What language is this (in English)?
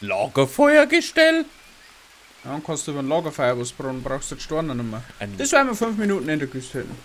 Bavarian